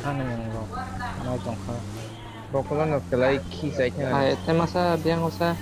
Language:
Kok Borok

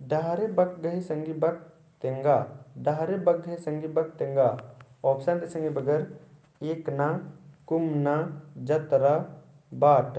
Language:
Kurukh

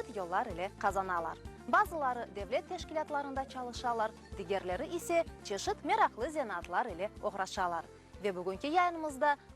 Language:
Crimean Tatar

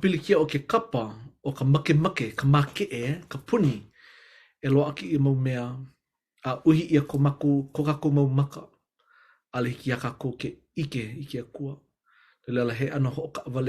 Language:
Hawaiian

